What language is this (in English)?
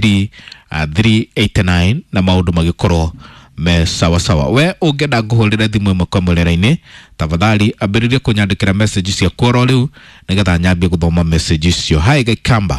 Kikuyu